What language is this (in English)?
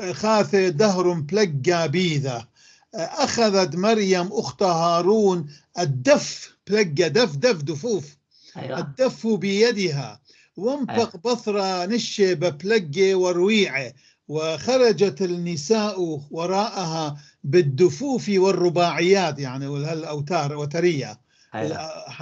North Levantine Arabic